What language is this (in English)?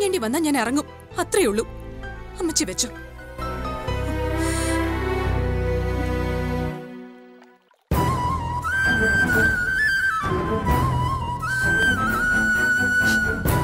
Malayalam